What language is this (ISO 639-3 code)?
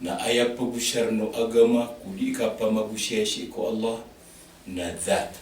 mrw